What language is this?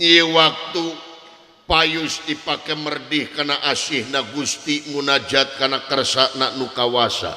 Sundanese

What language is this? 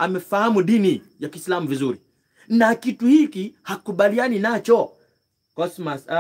Swahili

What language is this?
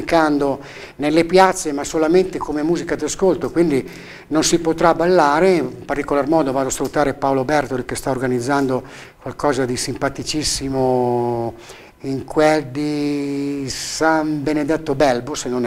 Italian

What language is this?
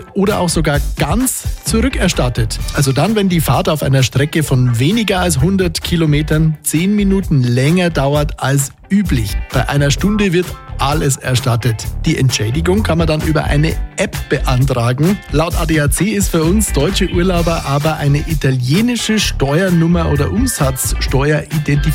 German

